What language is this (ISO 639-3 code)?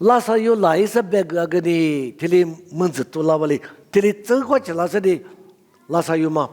lis